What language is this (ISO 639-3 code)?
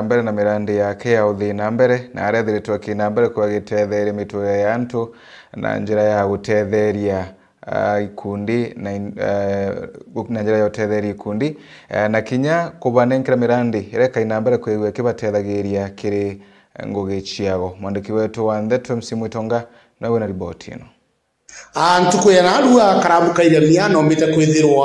mer